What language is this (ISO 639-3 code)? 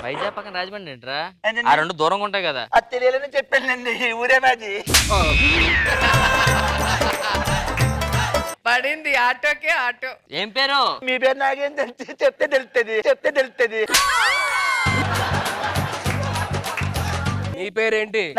tel